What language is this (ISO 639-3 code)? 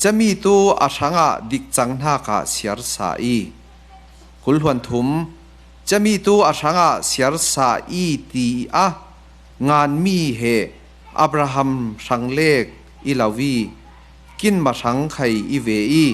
cfm